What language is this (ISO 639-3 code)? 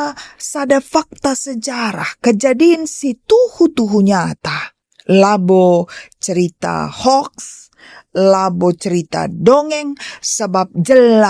btx